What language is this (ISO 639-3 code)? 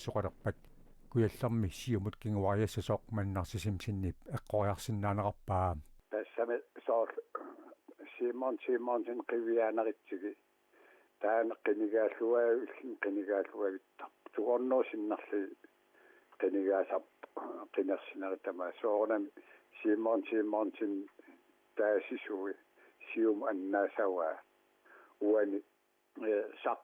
kal